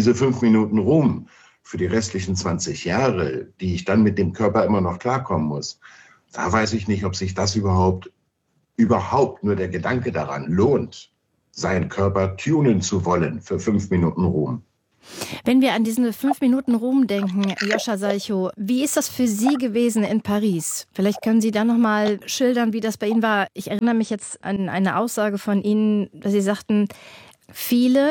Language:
German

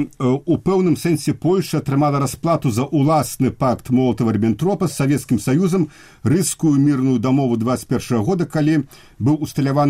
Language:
Belarusian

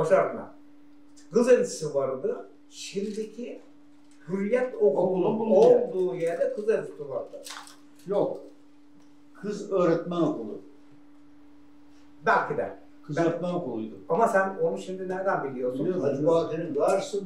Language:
Turkish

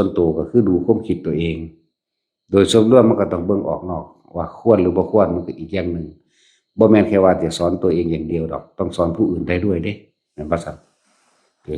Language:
Northeastern Thai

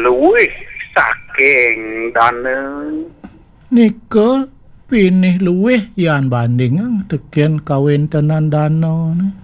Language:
Balinese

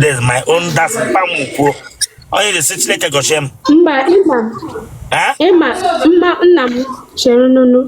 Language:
Igbo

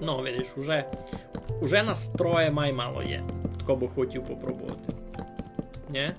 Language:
Rusyn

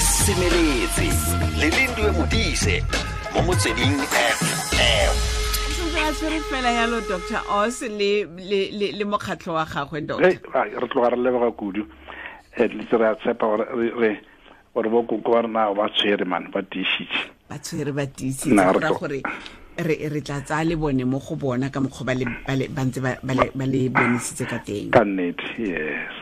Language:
Tswana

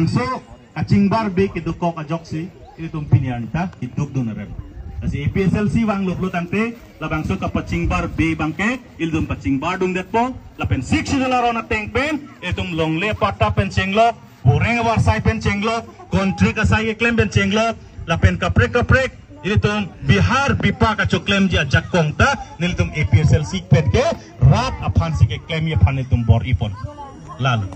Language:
Karbi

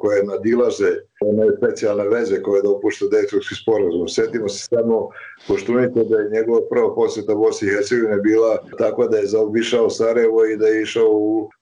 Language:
Bosnian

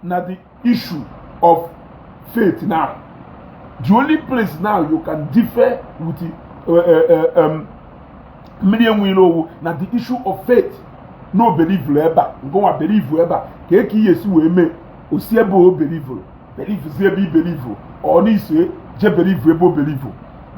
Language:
Igbo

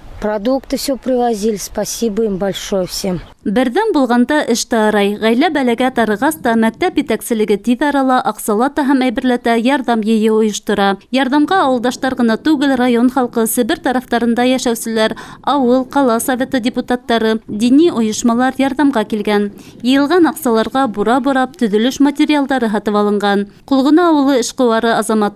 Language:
Bashkir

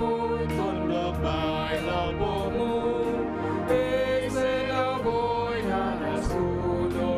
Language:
Batak Simalungun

